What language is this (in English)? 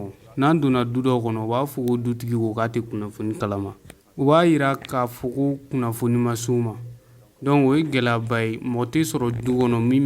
Bambara